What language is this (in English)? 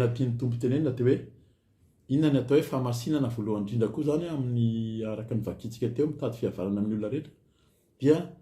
Malagasy